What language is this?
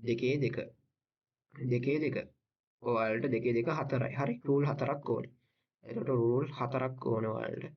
Sinhala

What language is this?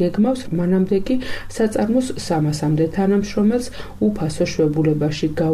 Georgian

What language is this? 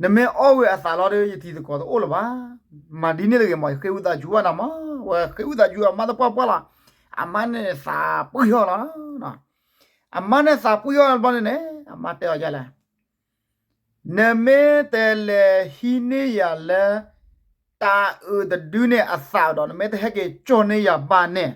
S'gaw Karen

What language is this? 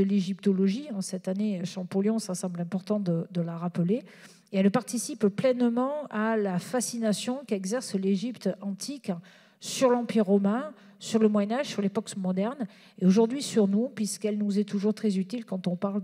French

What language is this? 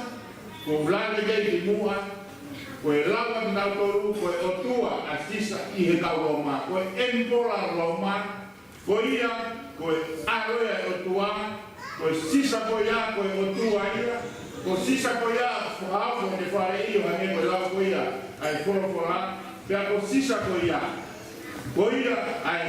Tongan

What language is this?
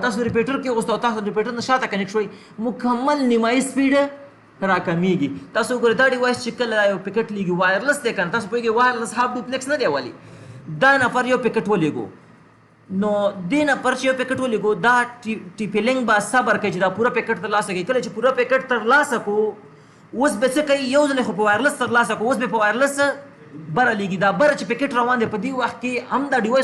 Pashto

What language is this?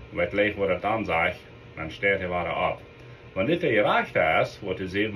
Plautdietsch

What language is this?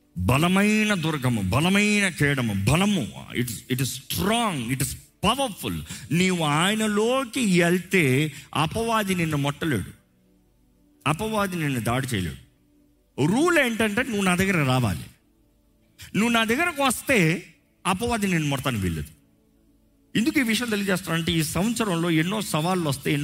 Telugu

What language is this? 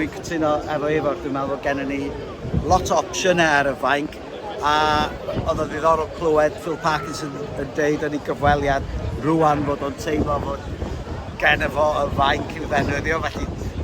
Welsh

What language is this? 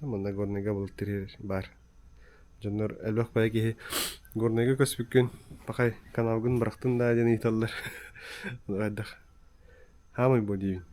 Yakut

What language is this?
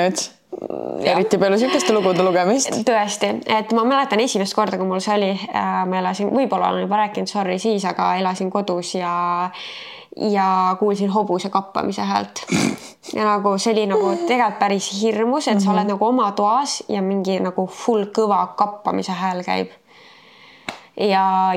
Estonian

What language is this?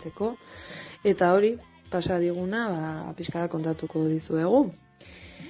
Basque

